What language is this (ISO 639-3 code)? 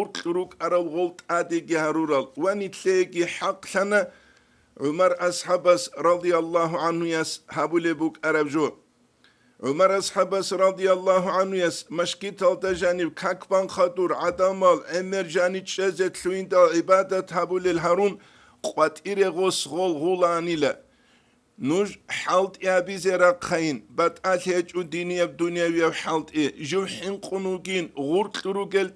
ava